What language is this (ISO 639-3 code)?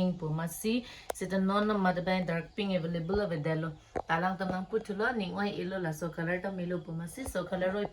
mjw